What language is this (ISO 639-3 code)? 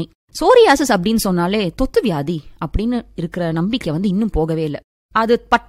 tam